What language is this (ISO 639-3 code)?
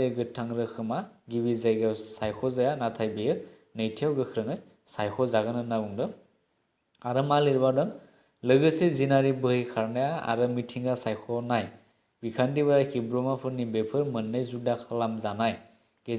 brx